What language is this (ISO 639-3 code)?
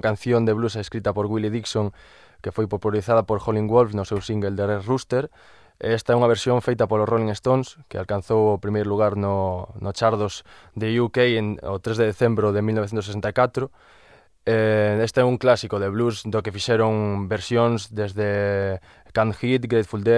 glg